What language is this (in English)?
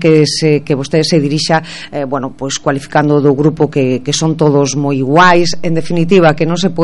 Galician